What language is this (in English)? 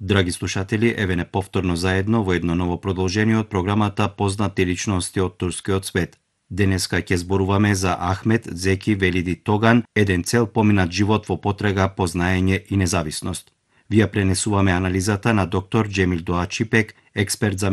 Macedonian